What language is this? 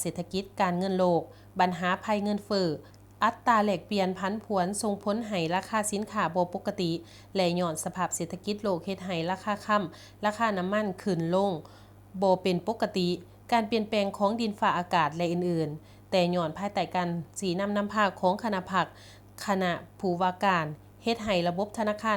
Lao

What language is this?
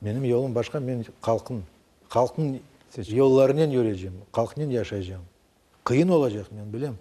Crimean Tatar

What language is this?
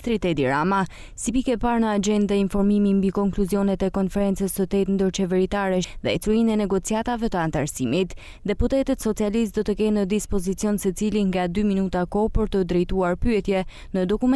Albanian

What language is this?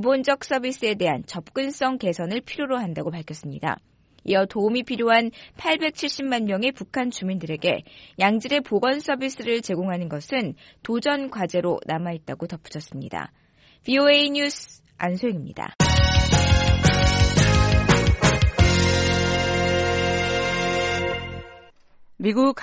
Korean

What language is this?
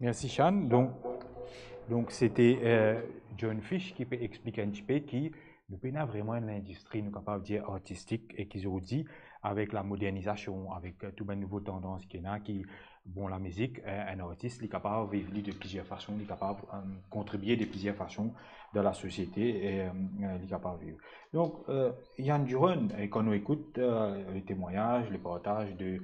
Morisyen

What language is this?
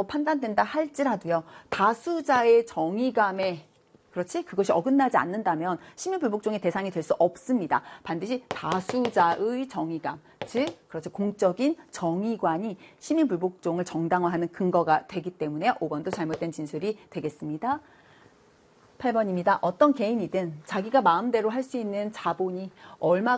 Korean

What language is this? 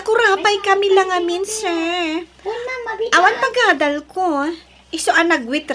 Iloko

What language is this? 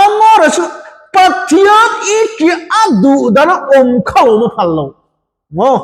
Mizo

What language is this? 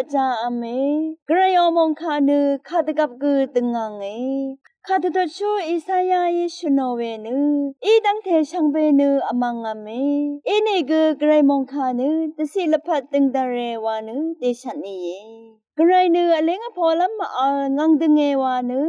Rawang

